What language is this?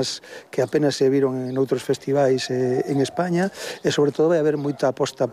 Galician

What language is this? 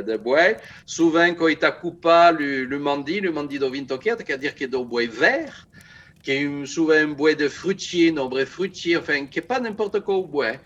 Occitan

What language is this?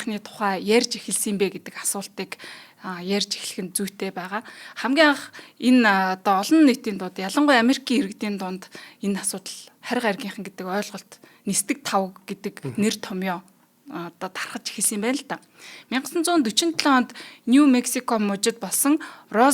Mongolian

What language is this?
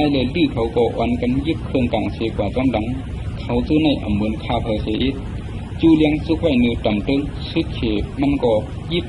Shan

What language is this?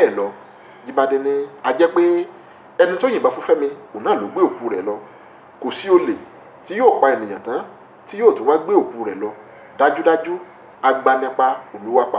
Yoruba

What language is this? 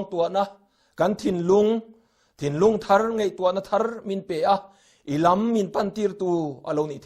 Mizo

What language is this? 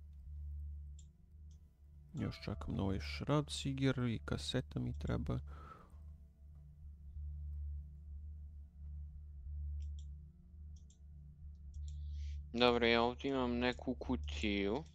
Croatian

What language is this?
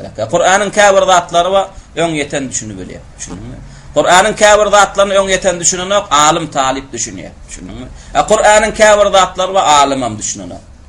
Turkmen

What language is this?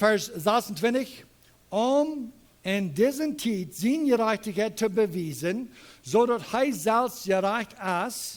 Plautdietsch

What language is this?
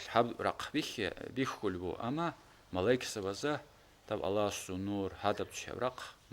Avaric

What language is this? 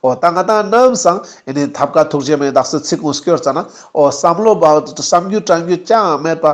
Ladakhi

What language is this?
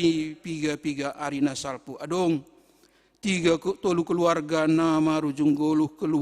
Batak Simalungun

